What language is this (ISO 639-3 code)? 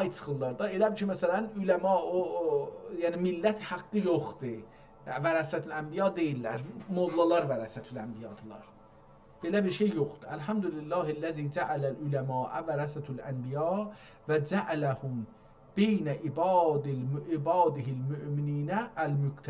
azb